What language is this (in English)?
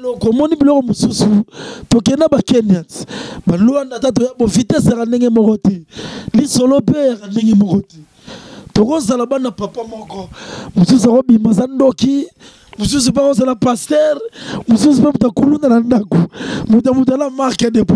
Lingala